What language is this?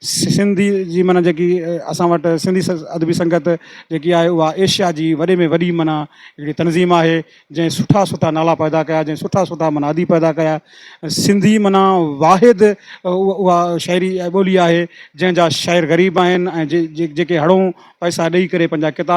Sindhi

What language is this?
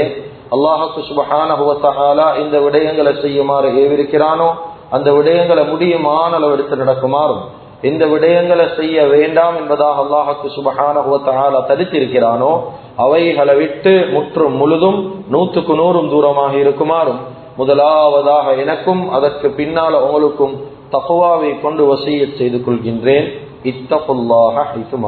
Tamil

